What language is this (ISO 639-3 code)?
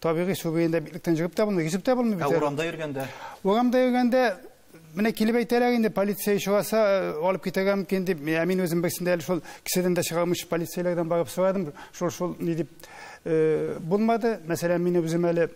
tat